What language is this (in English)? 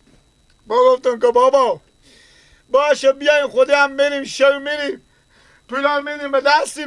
Persian